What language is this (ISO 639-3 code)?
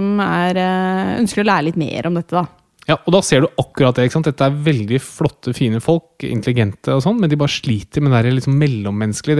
nor